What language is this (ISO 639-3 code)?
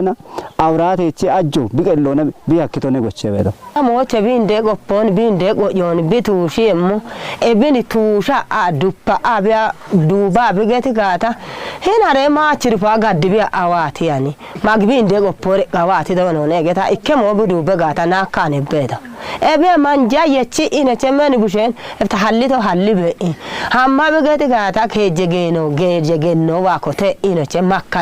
kbr